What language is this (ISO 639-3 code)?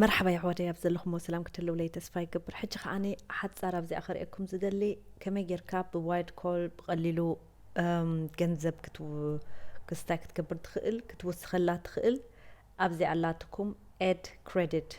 tir